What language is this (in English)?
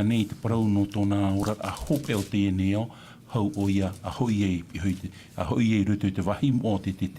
Tahitian